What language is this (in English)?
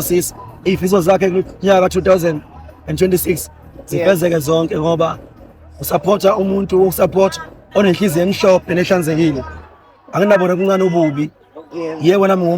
Zulu